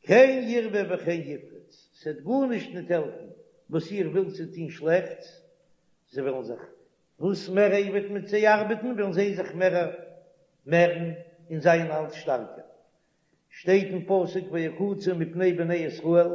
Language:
Yiddish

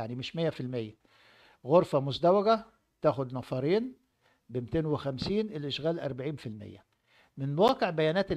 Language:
Egyptian Arabic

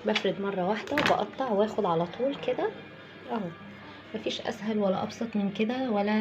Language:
Egyptian Arabic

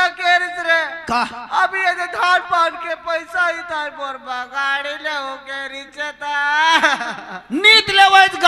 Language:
Chhattisgarhi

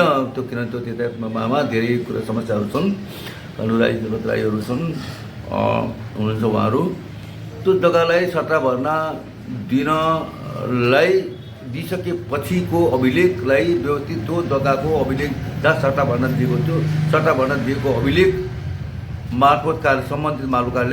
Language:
Nepali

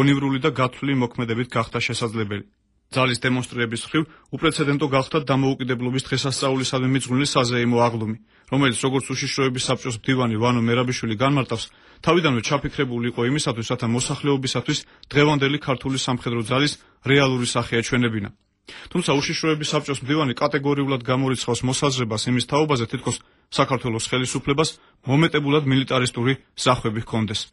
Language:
Georgian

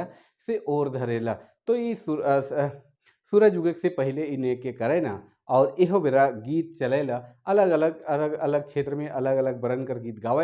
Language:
Sadri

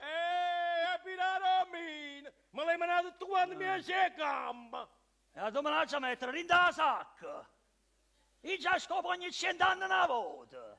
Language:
Neapolitan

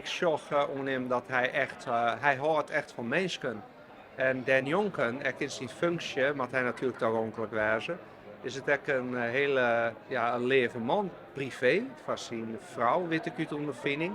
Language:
Western Frisian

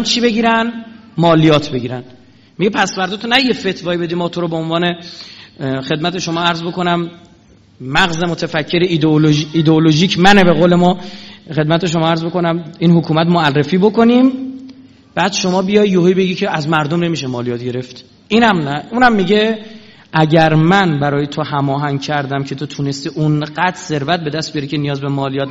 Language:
Persian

